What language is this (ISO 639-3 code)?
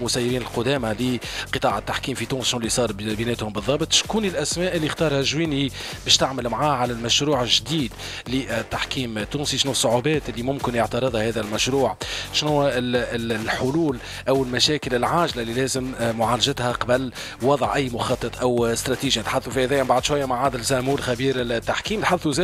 aeb